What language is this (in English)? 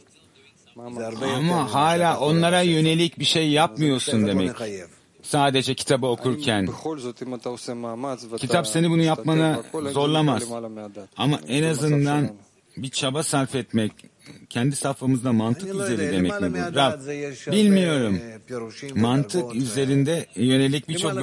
Turkish